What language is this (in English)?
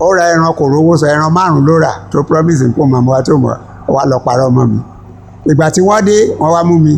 Yoruba